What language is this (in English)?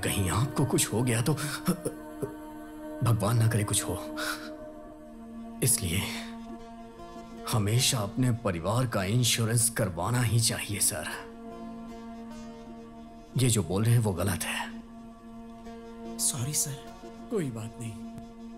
Hindi